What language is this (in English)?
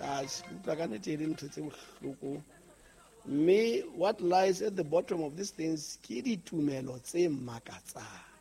Southern Sotho